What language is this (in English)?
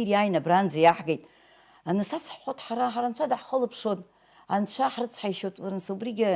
Abkhazian